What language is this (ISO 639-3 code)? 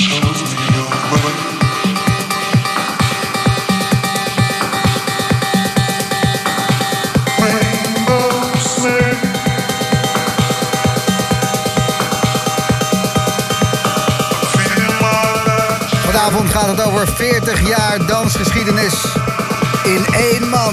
nld